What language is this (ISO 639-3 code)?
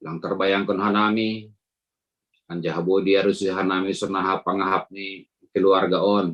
bts